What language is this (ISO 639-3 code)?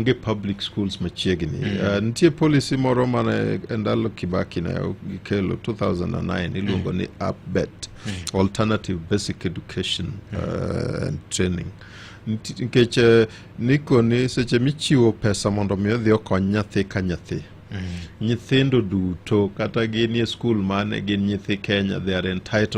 luo